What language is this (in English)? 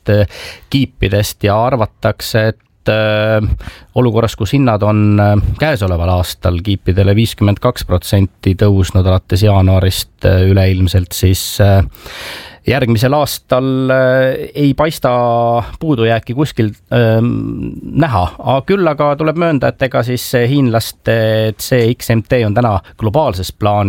Estonian